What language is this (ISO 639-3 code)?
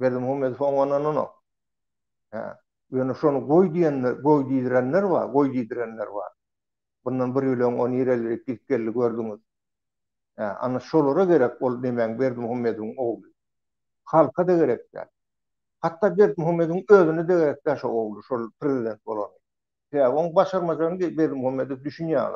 tuk